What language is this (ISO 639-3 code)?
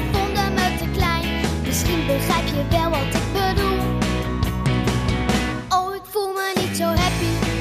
nld